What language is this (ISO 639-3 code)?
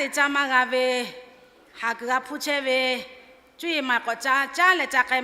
lhu